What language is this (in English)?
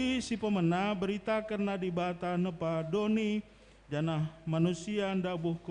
Batak Karo